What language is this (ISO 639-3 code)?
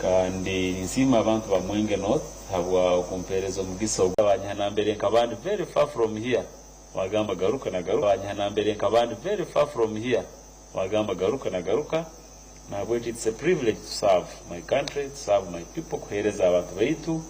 nyn